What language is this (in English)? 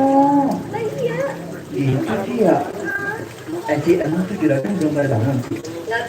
Betawi